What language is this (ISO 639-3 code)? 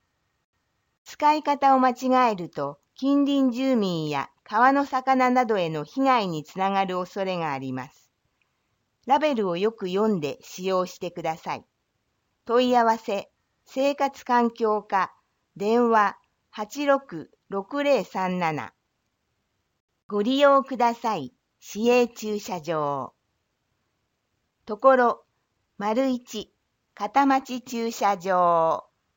jpn